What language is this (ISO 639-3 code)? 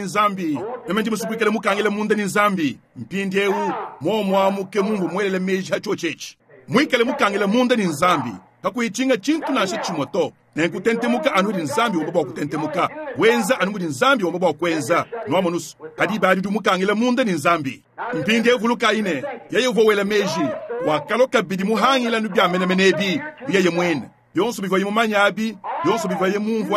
lua